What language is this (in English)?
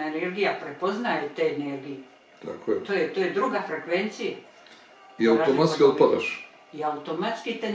Croatian